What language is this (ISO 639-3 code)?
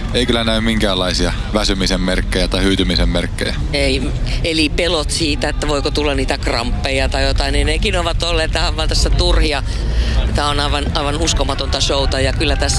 fin